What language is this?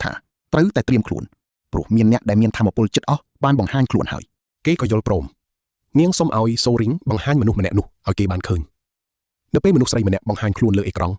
Khmer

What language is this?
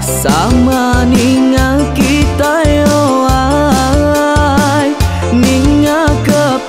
Iban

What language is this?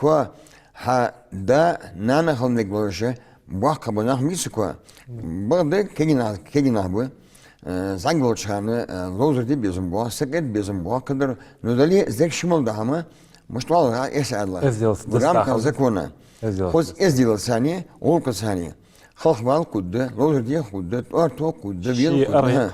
Ingush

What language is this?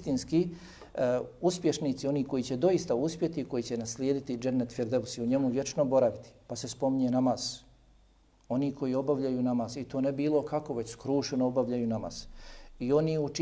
Bosnian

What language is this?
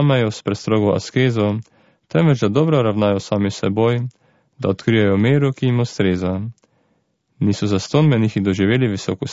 Slovenian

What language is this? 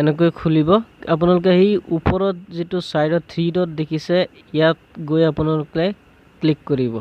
Assamese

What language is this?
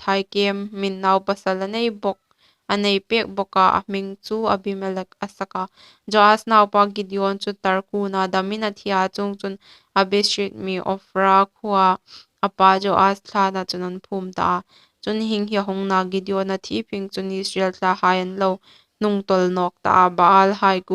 Hmar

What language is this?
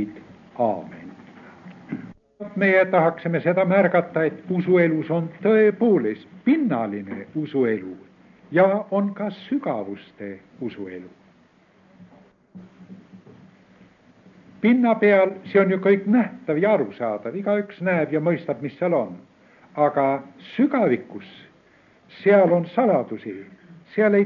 Estonian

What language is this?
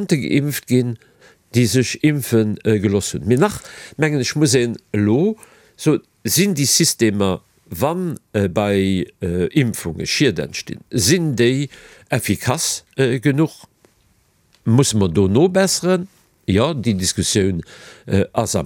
Luxembourgish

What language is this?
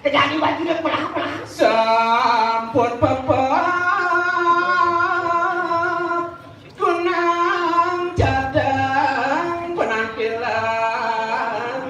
Balinese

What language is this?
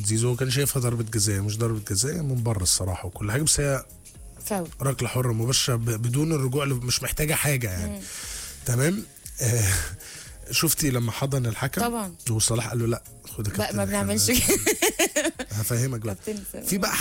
Egyptian Arabic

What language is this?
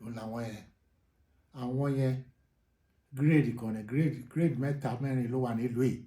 Yoruba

